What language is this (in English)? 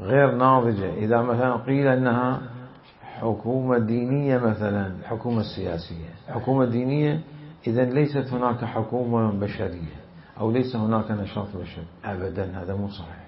Mesopotamian Arabic